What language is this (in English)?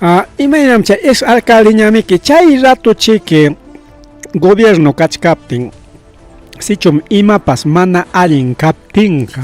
Ayacucho Quechua